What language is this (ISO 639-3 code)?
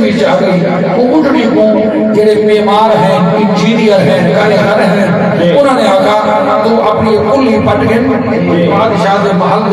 skr